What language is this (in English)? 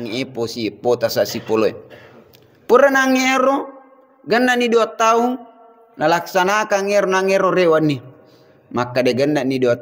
Buginese